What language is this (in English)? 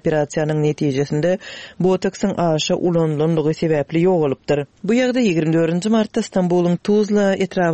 Turkmen